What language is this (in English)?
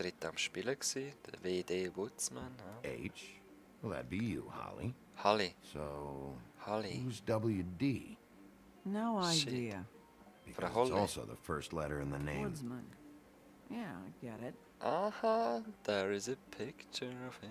Swiss German